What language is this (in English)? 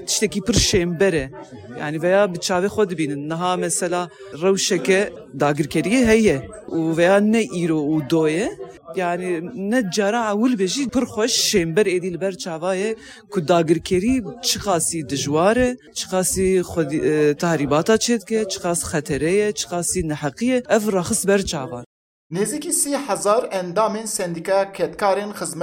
Kurdish